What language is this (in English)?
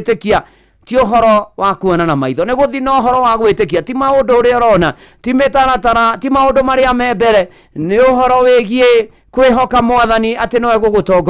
Kikuyu